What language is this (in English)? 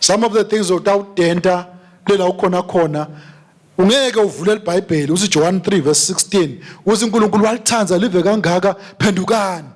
Swati